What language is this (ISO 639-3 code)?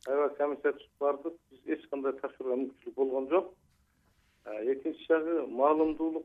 kir